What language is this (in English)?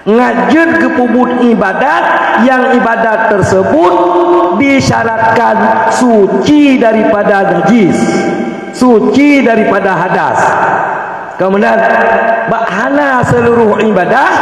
Achinese